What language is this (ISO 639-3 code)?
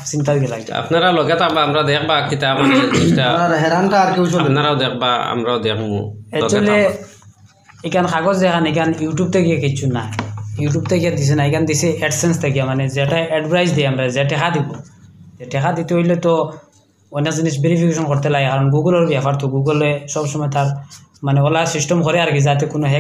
syl